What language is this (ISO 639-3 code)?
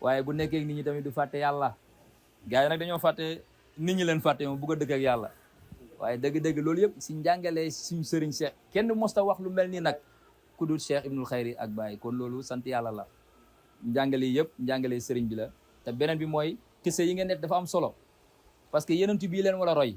wol